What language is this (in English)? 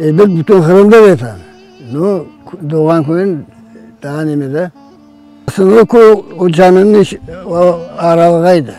Crimean Tatar